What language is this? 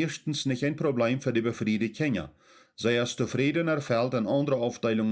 Plautdietsch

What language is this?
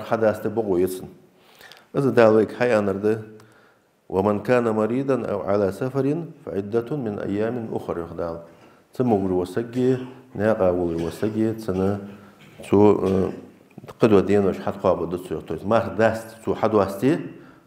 Ingush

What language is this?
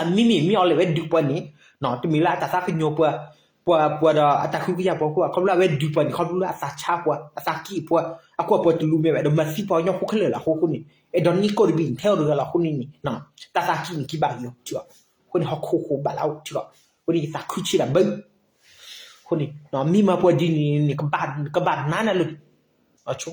S'gaw Karen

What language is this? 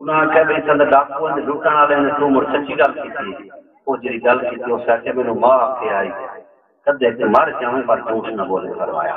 Saraiki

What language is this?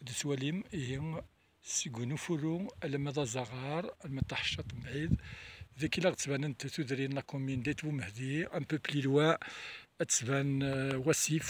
Kabyle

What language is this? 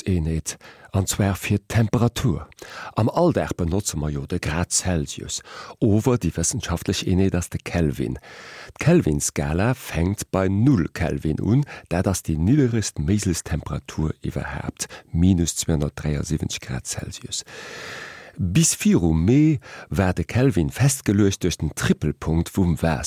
Luxembourgish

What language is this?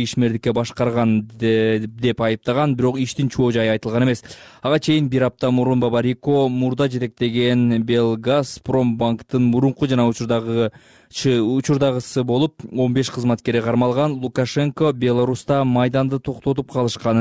Kyrgyz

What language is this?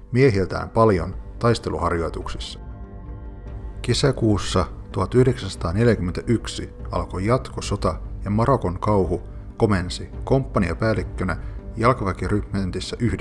Finnish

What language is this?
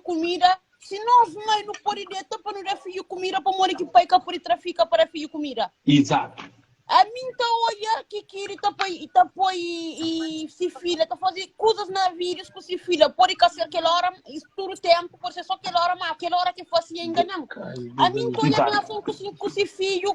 Kabuverdianu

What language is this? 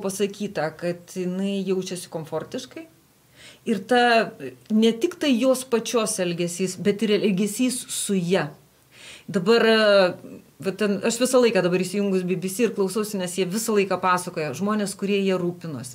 Lithuanian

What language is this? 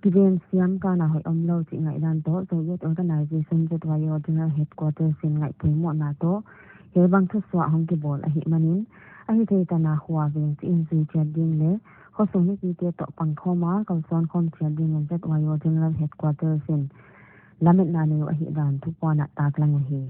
Paite Chin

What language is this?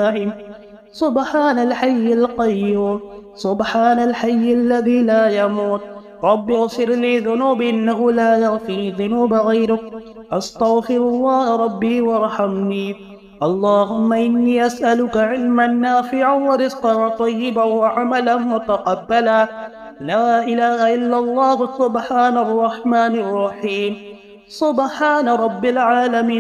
Arabic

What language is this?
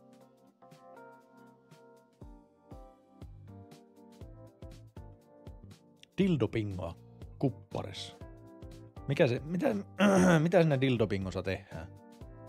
Finnish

